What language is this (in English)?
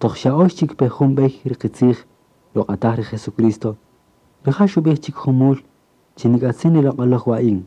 Kaqchikel